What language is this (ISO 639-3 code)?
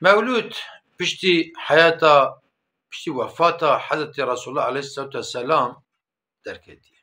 kur